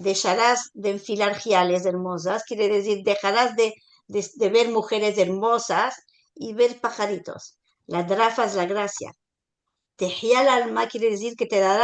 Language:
Ladino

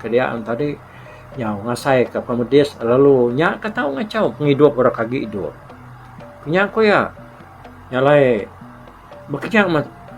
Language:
Iban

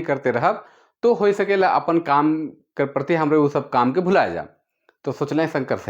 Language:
Sadri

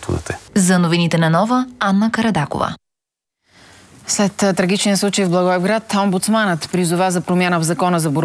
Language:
Bulgarian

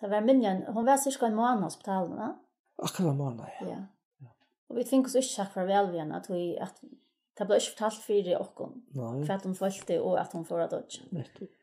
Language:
Faroese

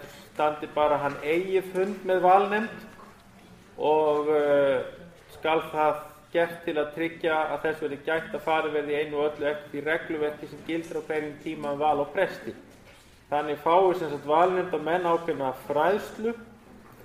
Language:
Icelandic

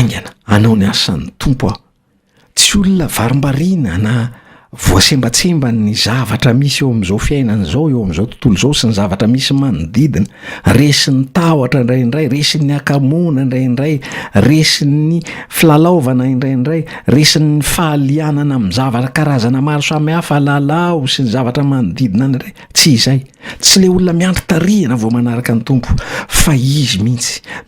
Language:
Malagasy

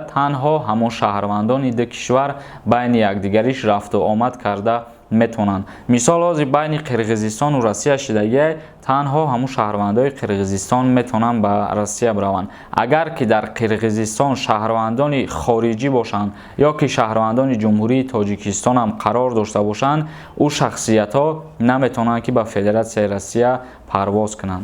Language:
Tajik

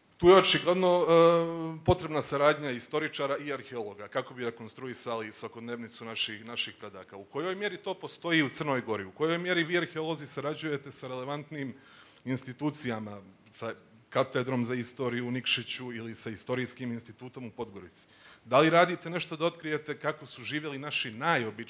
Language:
Serbian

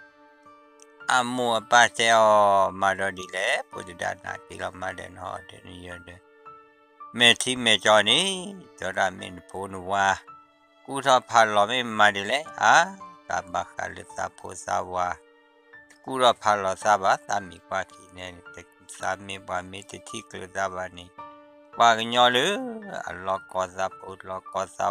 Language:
S'gaw Karen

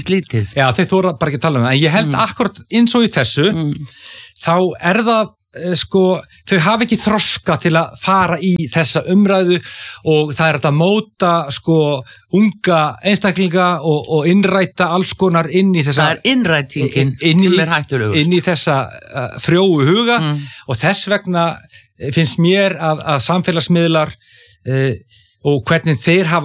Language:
Icelandic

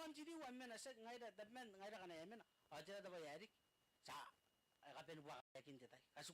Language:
Gilbertese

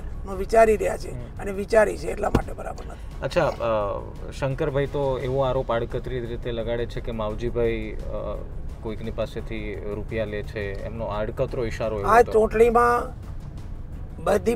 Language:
Gujarati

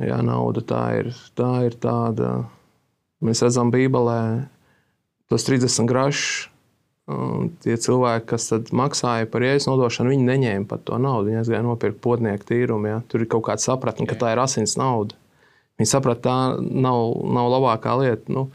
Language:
Latvian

